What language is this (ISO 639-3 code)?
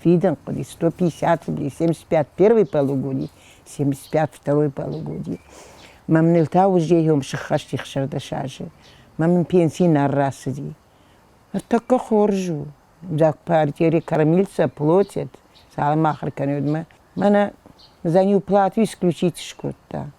oss